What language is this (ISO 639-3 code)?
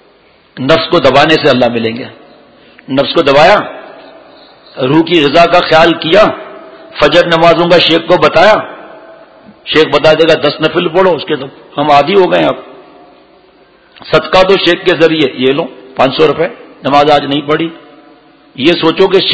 urd